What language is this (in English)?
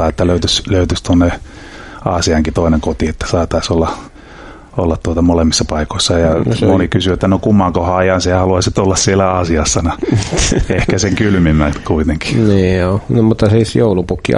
Finnish